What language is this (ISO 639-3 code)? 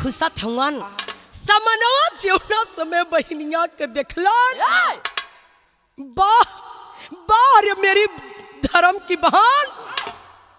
bho